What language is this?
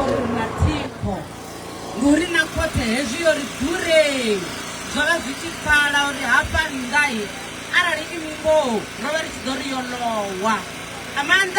Venda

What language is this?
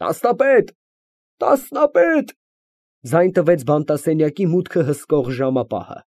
Armenian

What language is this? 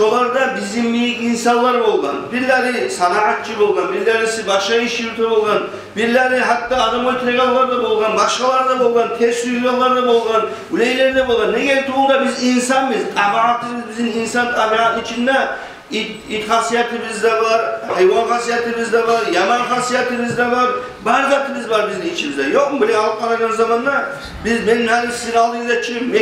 Kumyk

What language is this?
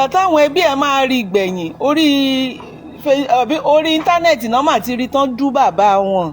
Yoruba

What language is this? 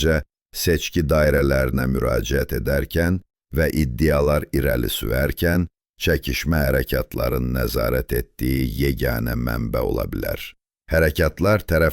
South Azerbaijani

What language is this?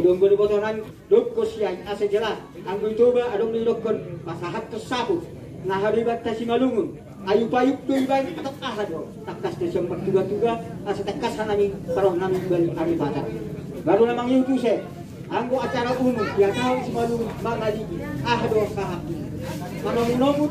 Batak Toba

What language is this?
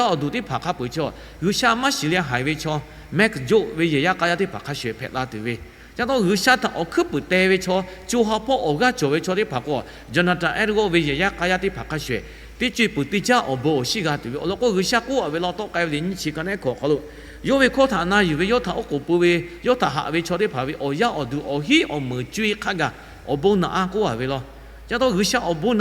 Lahu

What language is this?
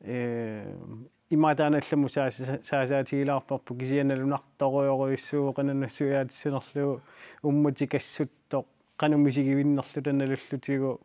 Kalaallisut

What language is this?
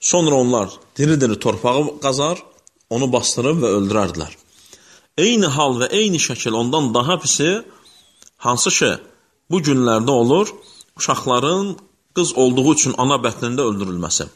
Azerbaijani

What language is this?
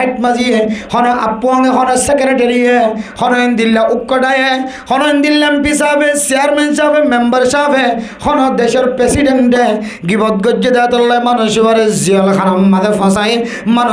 Rohingya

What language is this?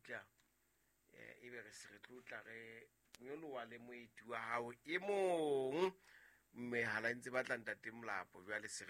Southern Sotho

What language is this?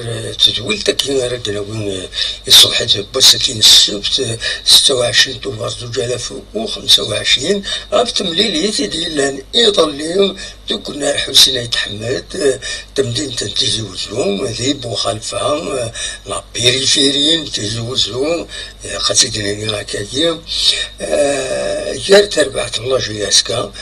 Kabyle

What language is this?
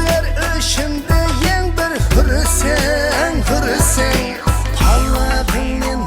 Kara-Kalpak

